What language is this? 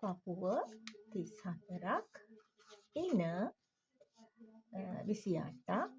Sinhala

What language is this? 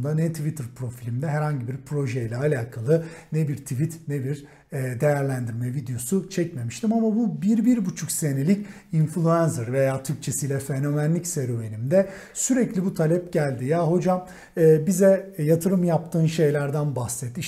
Turkish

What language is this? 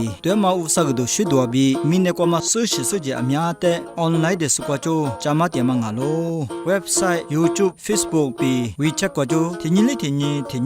Lisu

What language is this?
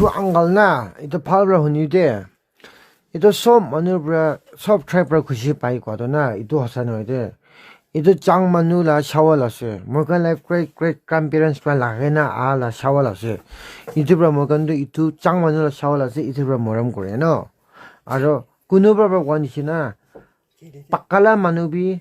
Naga Pidgin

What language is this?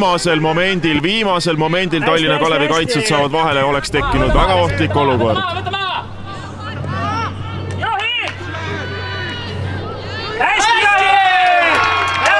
Estonian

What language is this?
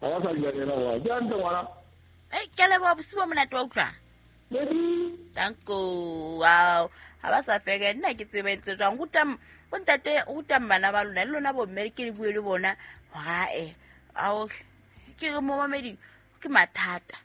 Southern Sotho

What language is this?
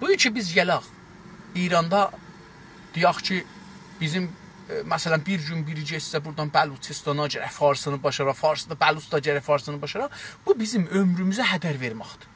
South Azerbaijani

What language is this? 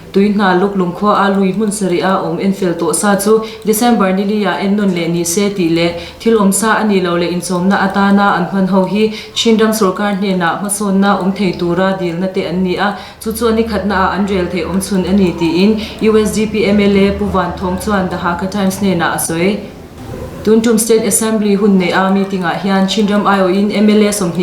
Hakha Chin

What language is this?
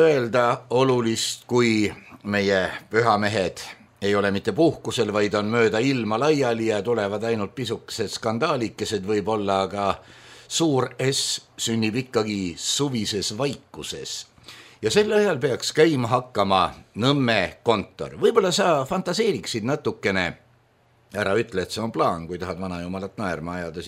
Estonian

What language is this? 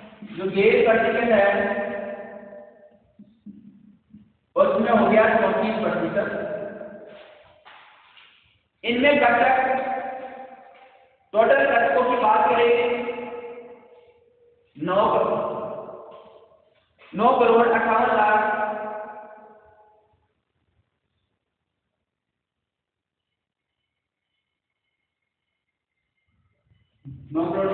Hindi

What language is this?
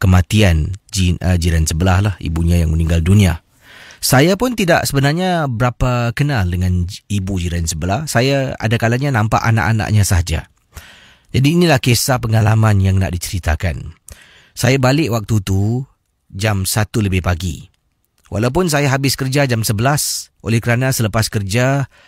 Malay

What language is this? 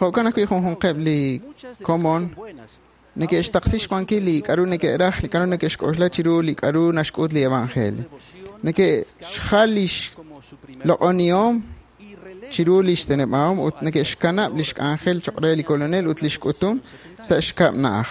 Kekchí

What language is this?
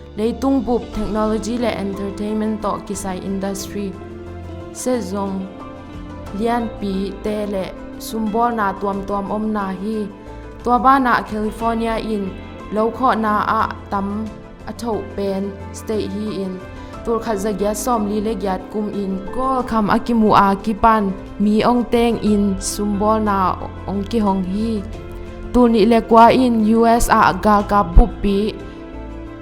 Tedim Chin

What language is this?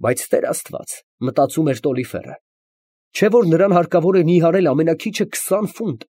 Armenian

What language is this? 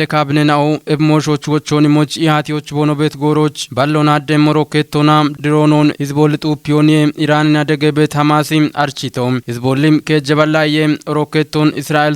Kafa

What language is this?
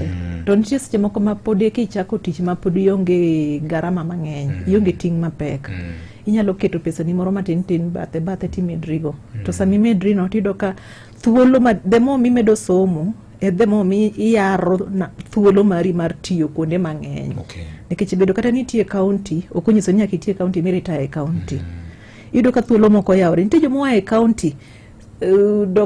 Luo (Kenya and Tanzania)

